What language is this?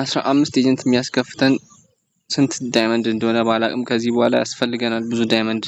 Amharic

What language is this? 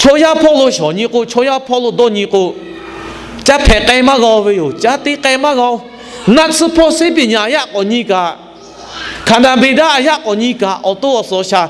Lahu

